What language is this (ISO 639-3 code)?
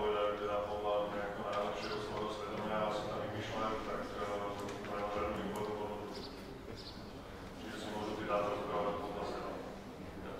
slk